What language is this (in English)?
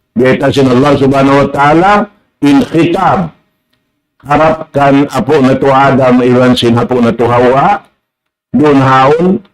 Tausug